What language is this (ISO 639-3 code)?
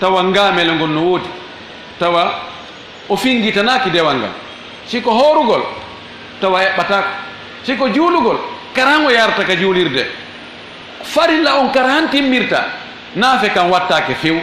ful